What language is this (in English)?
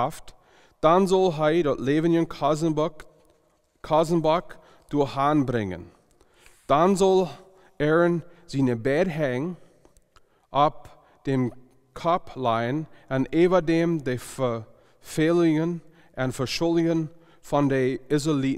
Plautdietsch